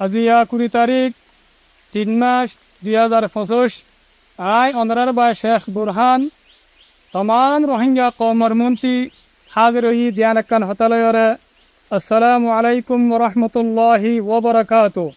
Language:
Rohingya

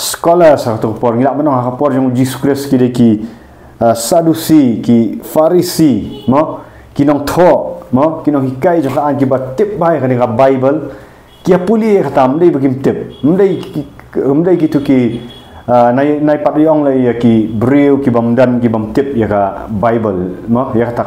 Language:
Khasi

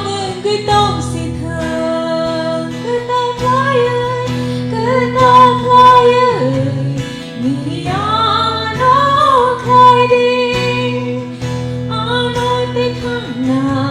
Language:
Kok Borok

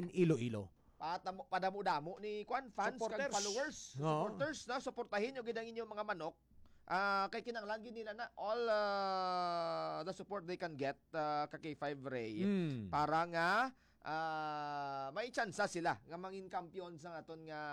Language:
Hiligaynon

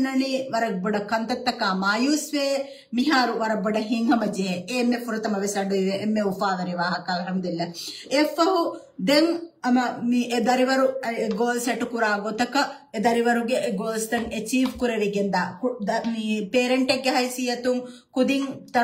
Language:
Divehi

